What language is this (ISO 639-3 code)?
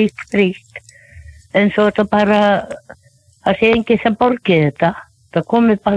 isl